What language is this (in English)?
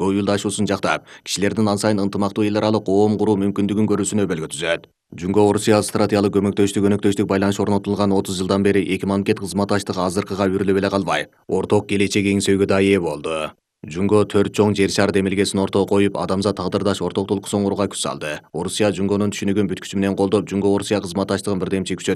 Kyrgyz